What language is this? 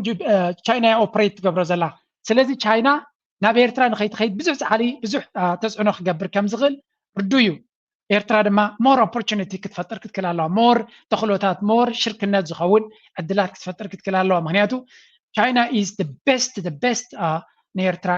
Tigrinya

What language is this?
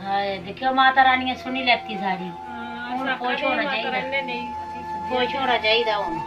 Dogri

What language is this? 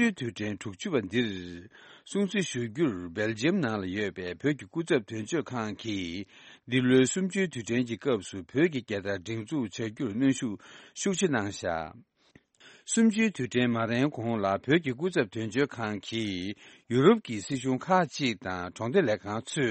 Tibetan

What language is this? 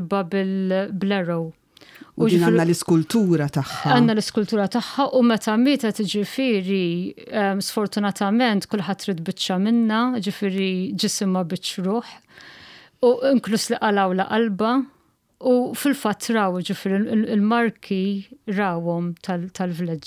Maltese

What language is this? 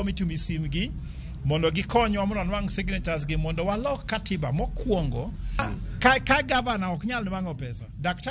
Luo (Kenya and Tanzania)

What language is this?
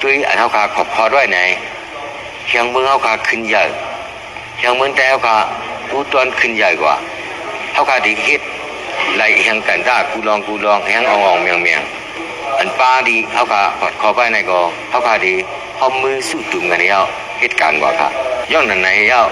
Shan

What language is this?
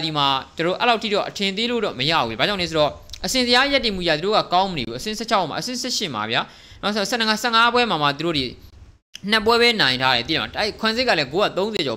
Burmese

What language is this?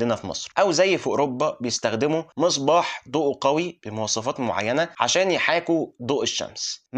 Egyptian Arabic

